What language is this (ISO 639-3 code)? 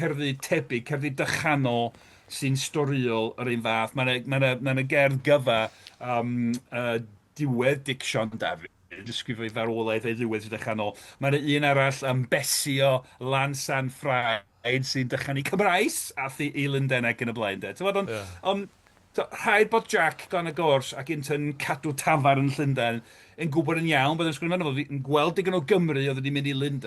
cym